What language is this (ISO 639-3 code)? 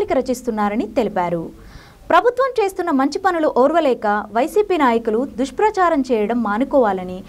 tel